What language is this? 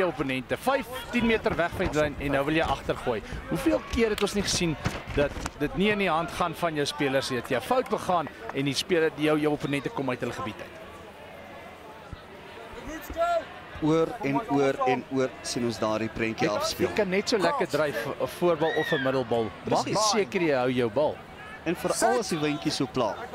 Afrikaans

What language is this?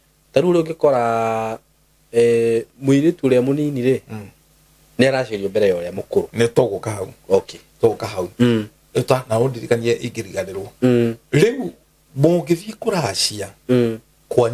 Kikuyu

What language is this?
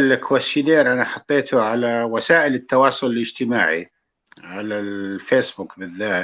North Levantine Arabic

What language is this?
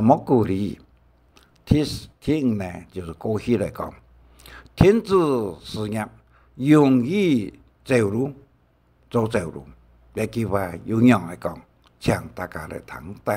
Hakka Chinese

